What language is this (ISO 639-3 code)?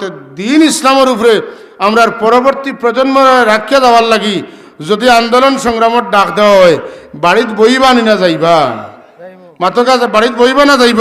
syl